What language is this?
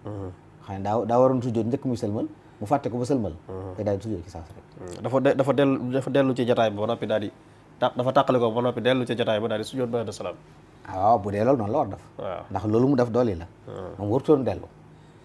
Wolof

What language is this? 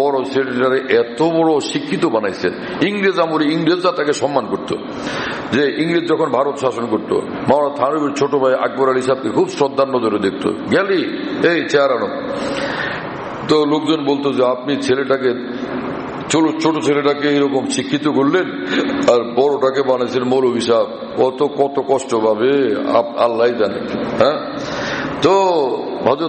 Bangla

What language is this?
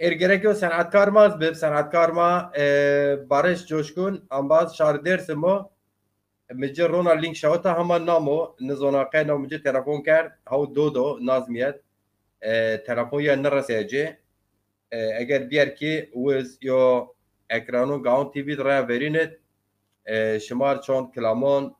Zaza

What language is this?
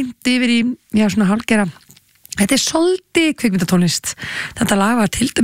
Icelandic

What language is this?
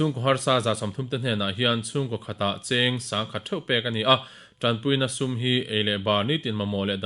Mizo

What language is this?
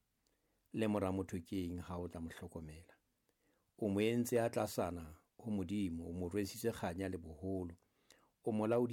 Southern Sotho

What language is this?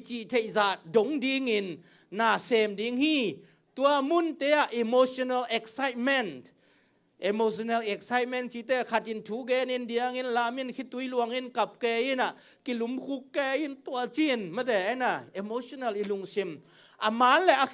Tedim Chin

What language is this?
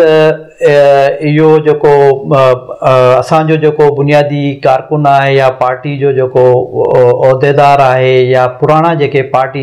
Sindhi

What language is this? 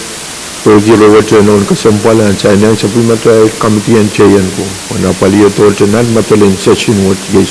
Pohnpeian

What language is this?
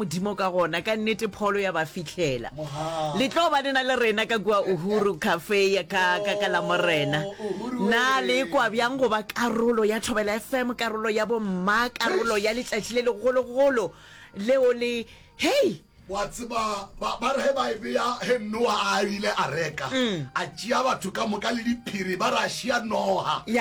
Northern Sotho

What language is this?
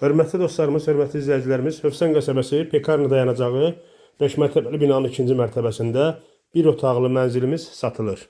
Azerbaijani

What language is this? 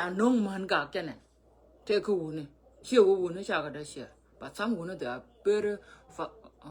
Nuer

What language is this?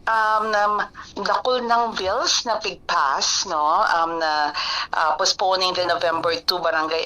Bikol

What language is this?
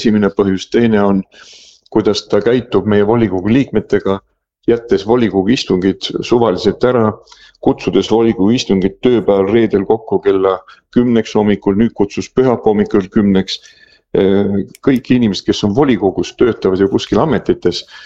Estonian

